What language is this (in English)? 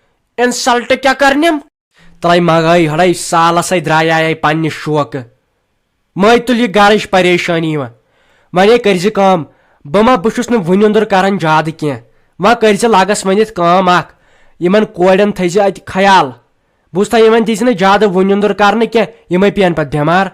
Kashmiri